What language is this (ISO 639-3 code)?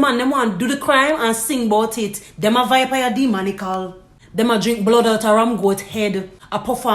jam